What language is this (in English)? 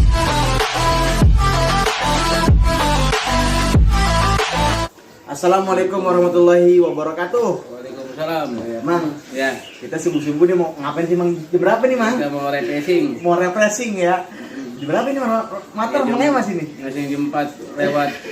Betawi